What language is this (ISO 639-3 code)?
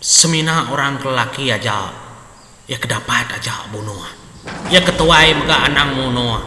iba